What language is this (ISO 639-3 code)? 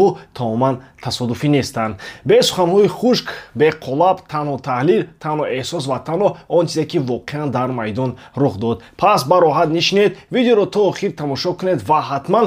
tgk